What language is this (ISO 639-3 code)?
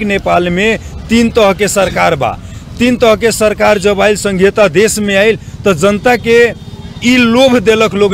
bho